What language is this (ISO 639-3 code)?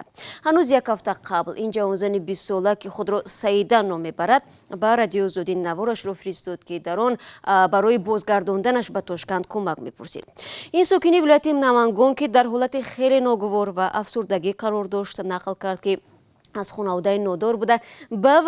tgk